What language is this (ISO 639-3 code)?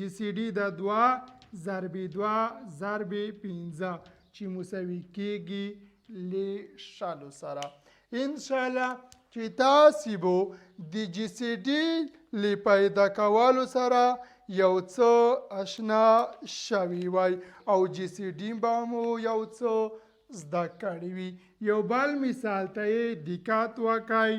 pus